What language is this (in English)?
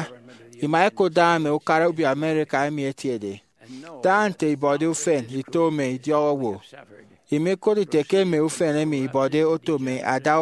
Efik